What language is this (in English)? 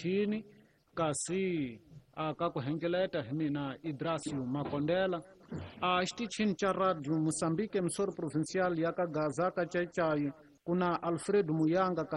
Tsonga